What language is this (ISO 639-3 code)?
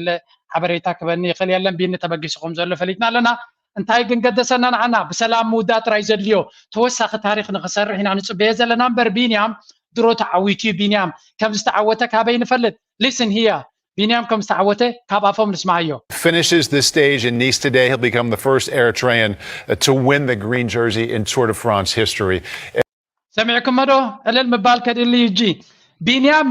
tir